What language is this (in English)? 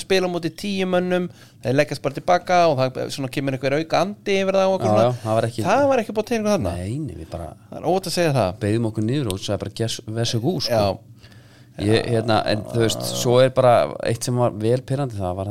Icelandic